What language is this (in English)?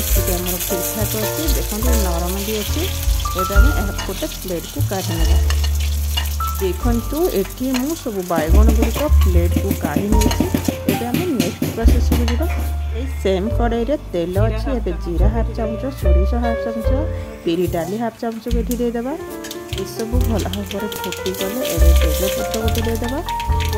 Odia